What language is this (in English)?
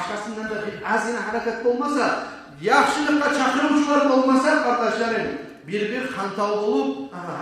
Kumyk